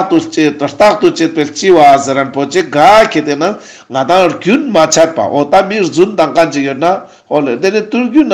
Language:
Ladakhi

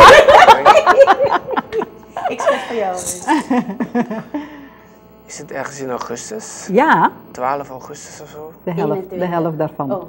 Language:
Dutch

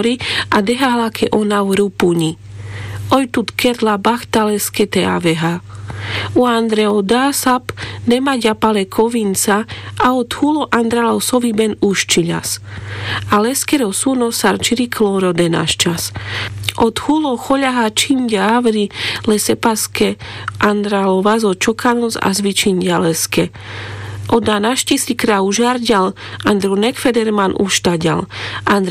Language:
Carpathian Romani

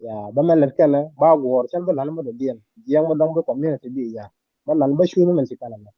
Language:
Nuer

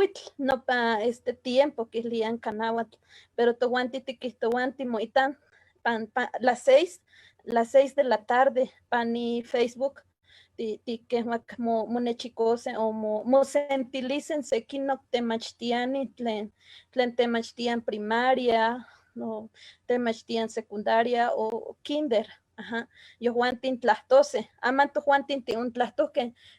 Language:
Eastern Huasteca Nahuatl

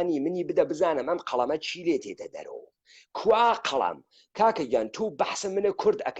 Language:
Central Kurdish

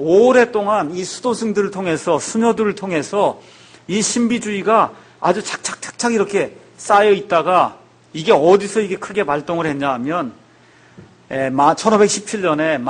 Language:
Korean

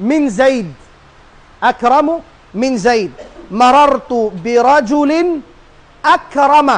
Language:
Tausug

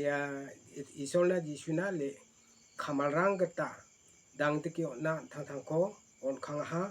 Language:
Garo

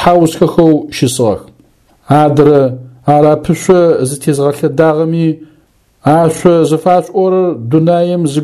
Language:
Adyghe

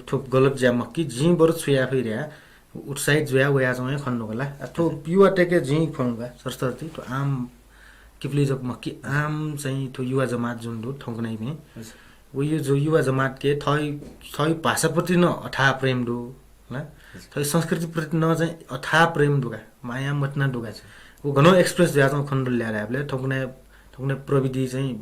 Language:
Newari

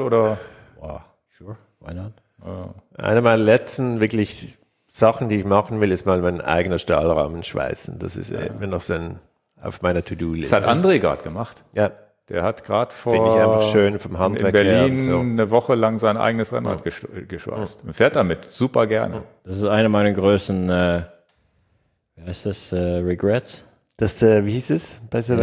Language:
German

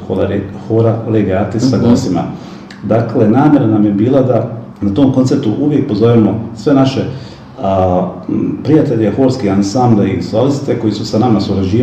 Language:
Bosnian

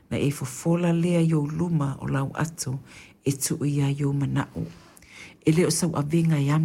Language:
Samoan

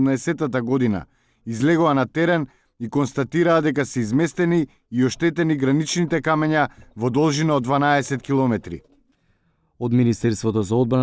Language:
Macedonian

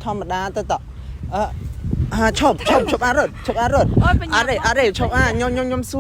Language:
Khmer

